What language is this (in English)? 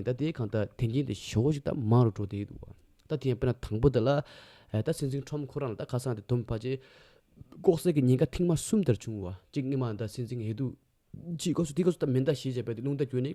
Tibetan